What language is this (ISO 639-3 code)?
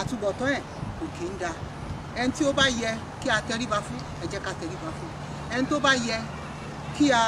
yor